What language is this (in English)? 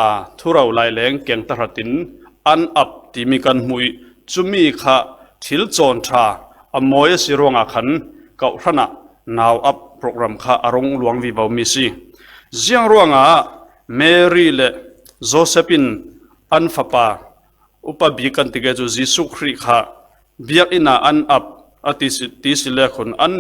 Falam Chin